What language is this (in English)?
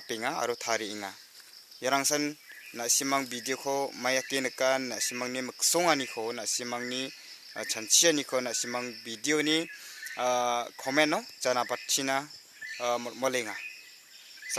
Garo